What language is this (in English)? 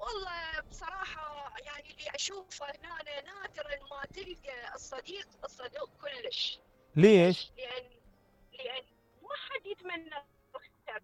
Mesopotamian Arabic